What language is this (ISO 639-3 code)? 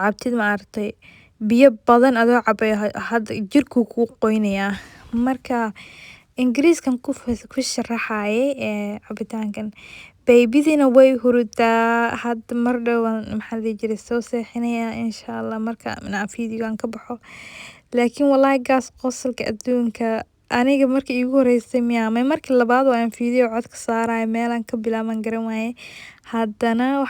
som